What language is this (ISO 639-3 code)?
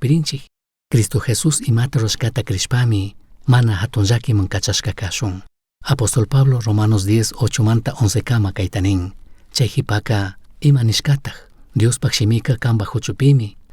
qug